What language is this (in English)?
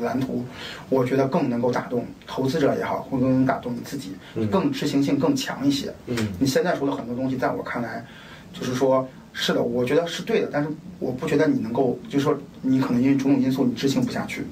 Chinese